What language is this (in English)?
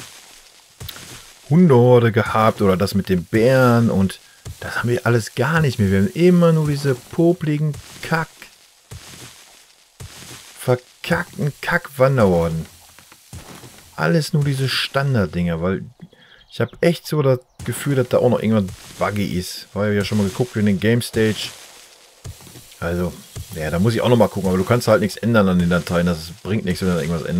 German